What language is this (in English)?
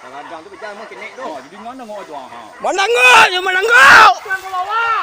Minangkabau